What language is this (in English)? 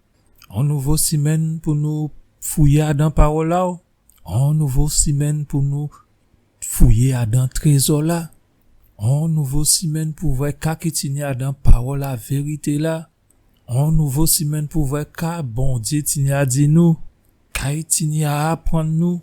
Guadeloupean Creole French